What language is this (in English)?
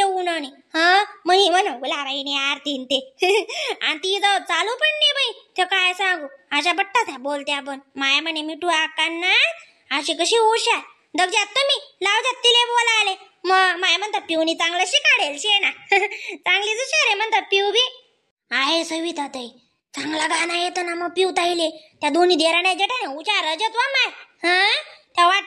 Khandesi